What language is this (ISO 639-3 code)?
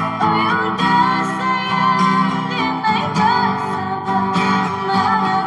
min